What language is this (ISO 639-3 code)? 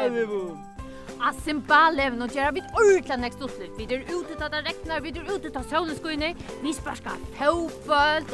fao